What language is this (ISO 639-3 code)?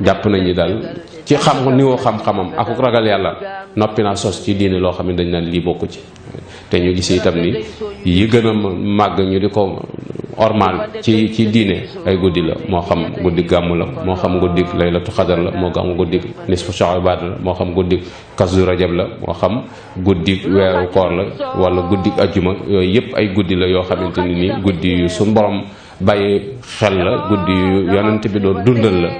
wol